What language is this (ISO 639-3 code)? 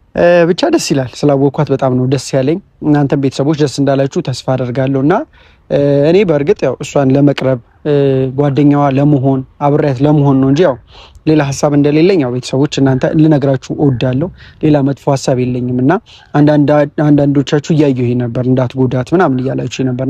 amh